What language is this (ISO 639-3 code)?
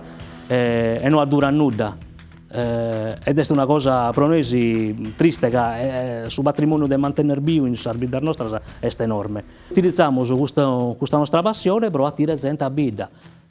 srd